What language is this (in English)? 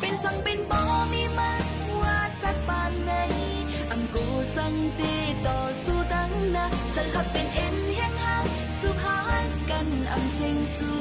Shan